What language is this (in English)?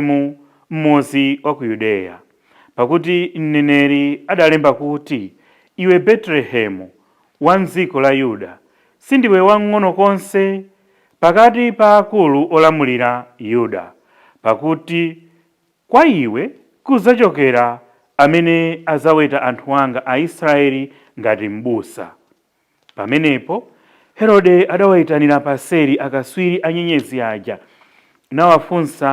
Nyanja